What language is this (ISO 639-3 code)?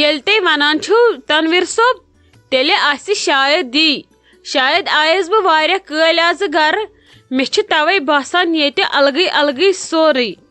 kas